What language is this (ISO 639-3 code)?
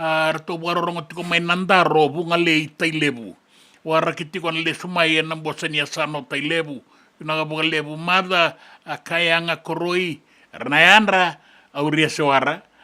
fij